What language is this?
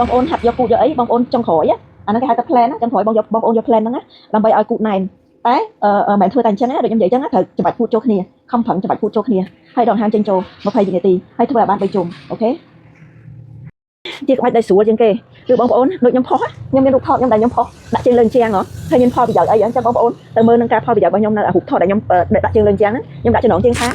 Khmer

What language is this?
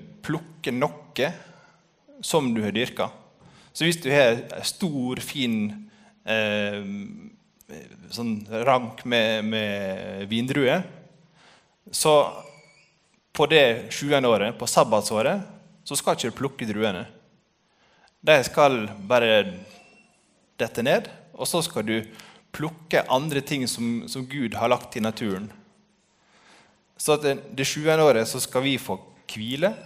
Norwegian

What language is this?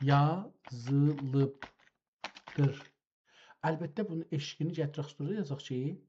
South Azerbaijani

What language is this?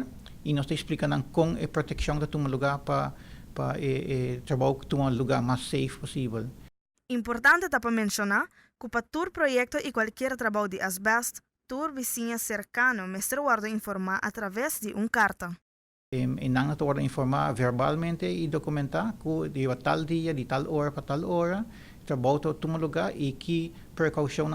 Papiamento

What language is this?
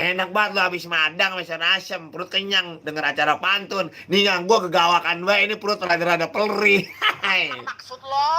Betawi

